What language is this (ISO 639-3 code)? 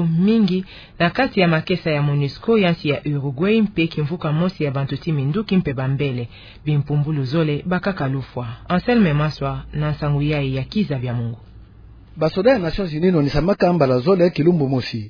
ktu